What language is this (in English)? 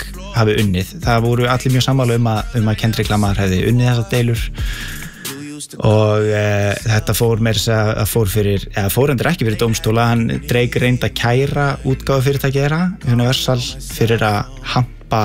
Icelandic